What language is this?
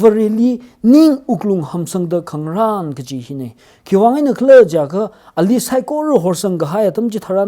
Tangkhul Naga (India)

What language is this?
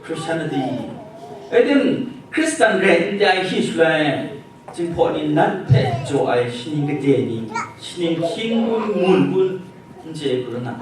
Kachin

